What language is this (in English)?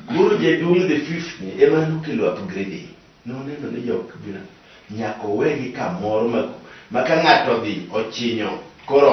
Luo (Kenya and Tanzania)